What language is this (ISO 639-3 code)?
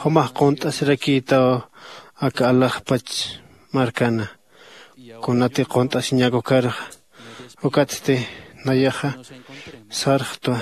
aym